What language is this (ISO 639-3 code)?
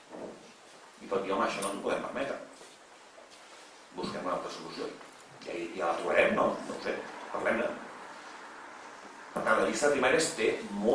cat